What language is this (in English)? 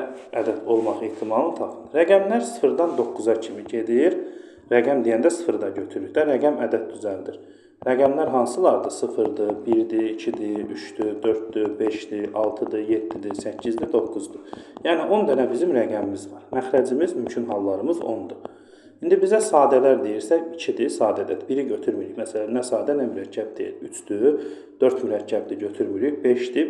Azerbaijani